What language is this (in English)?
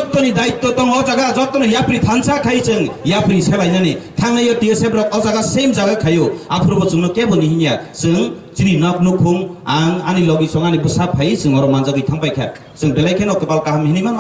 Kok Borok